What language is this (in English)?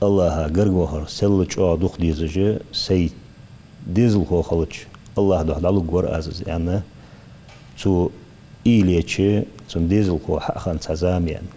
Ingush